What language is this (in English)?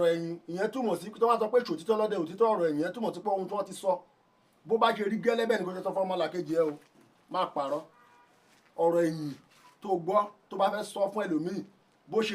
Yoruba